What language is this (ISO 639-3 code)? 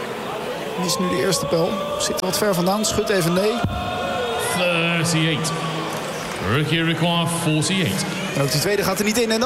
nld